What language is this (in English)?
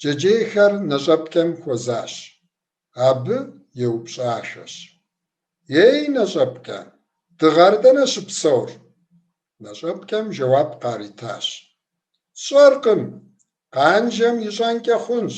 Kabardian